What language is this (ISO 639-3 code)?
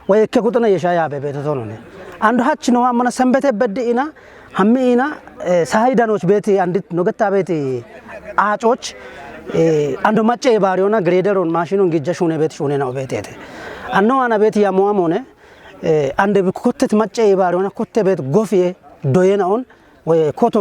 kbr